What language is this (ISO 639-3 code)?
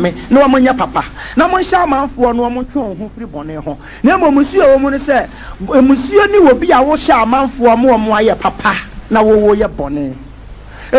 aka